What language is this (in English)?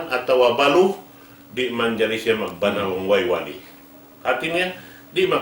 Tausug